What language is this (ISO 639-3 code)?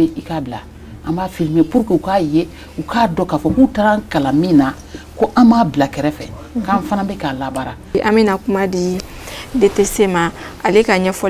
bam